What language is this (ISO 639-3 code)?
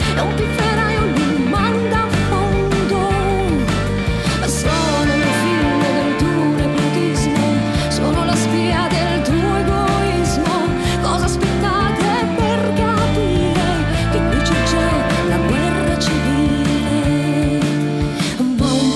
ita